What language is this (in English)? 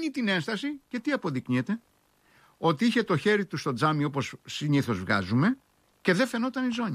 Greek